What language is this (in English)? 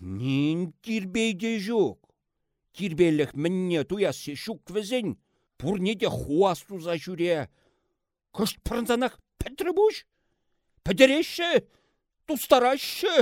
Chuvash